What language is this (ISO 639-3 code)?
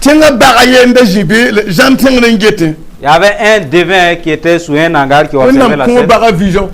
mos